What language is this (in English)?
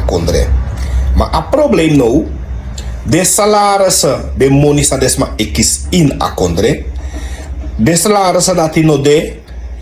Sranan Tongo